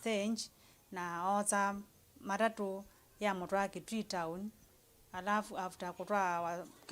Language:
Kamba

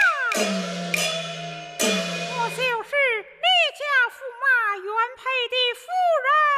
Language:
Chinese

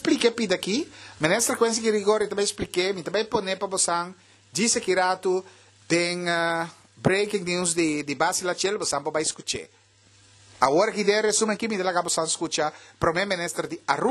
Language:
Papiamento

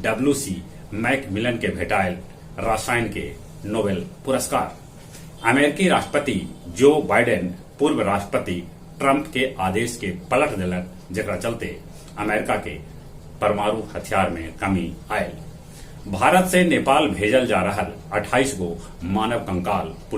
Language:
Magahi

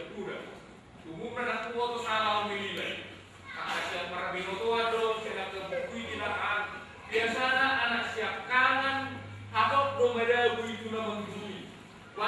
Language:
Batak Toba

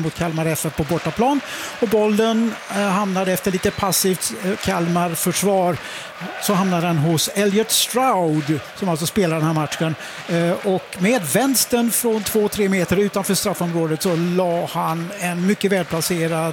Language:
Swedish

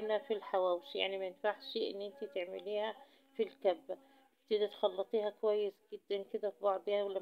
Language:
Egyptian Arabic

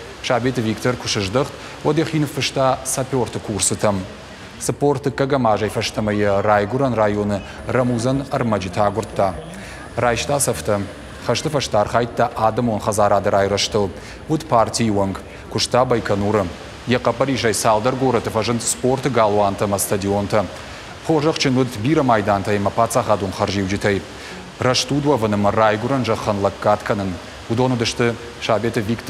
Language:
Ossetic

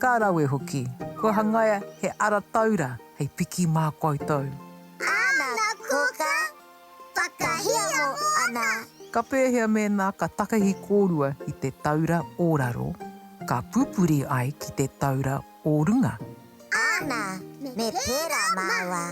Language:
Māori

